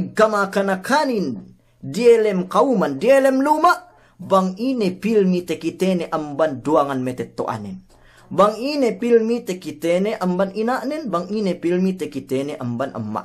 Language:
Yakan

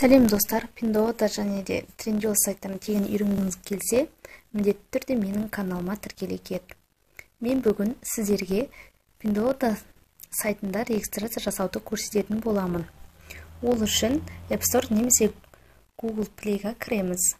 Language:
Kazakh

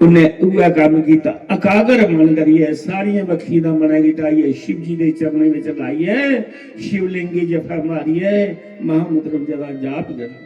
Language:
Dogri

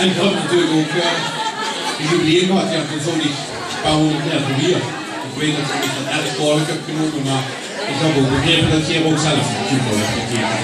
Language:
Limburgish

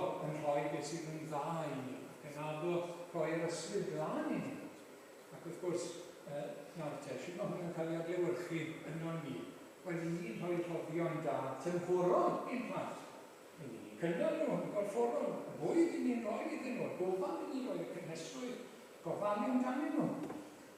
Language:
Welsh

